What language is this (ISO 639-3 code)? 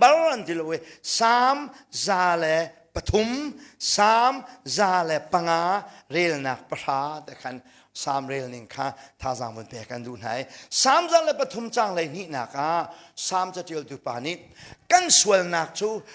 cnh